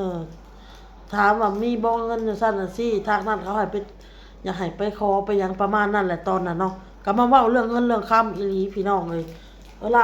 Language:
Lao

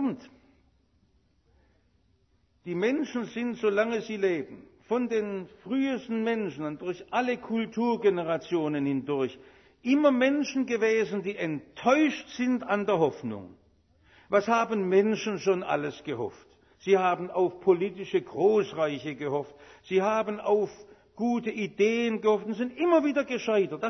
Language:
German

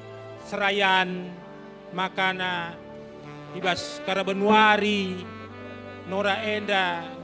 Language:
Batak Karo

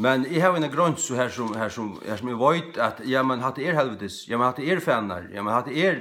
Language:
Faroese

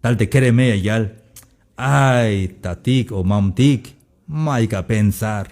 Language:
Tzeltal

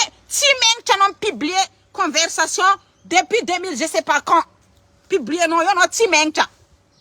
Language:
Malagasy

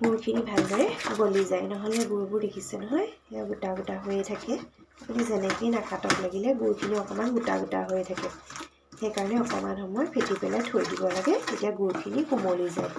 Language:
Assamese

